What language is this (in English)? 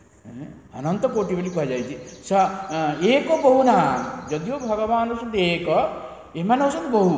Odia